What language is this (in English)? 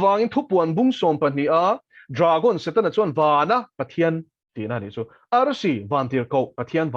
Mizo